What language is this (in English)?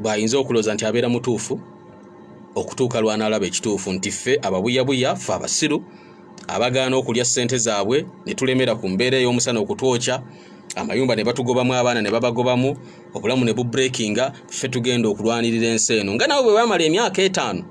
Ganda